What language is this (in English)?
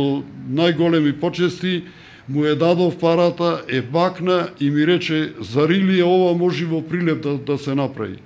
Macedonian